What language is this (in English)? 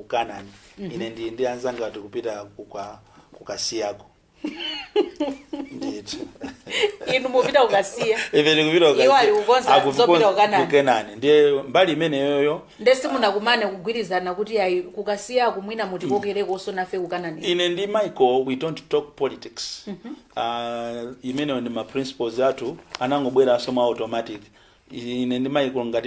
Nyanja